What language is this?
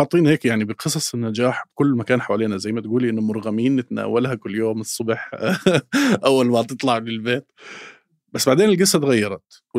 North Levantine Arabic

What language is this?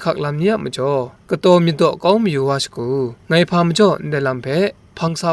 Kachin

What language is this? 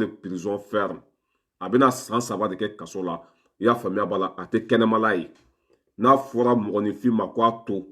Bambara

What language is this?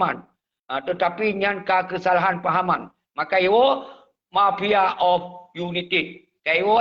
Achinese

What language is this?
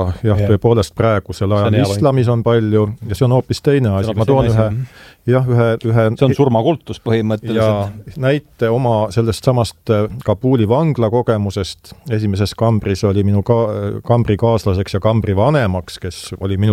Estonian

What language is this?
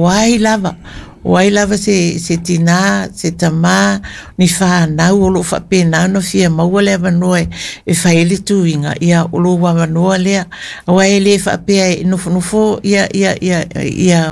Samoan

